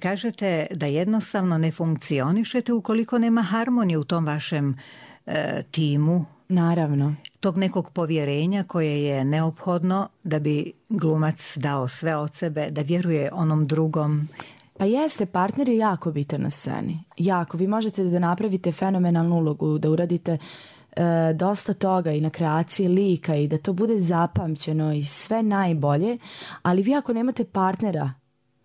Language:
Serbian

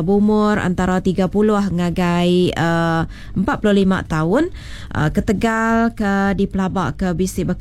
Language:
Iban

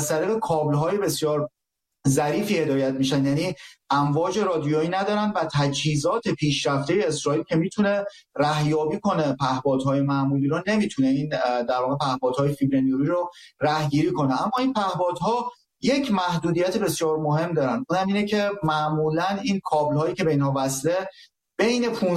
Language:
Persian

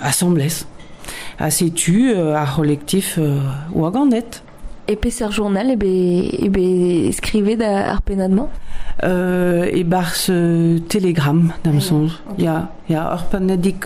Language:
Breton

